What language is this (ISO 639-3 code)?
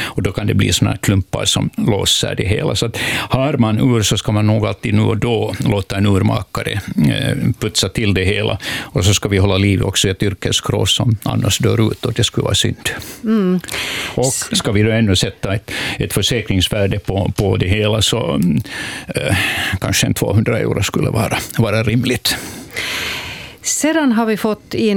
swe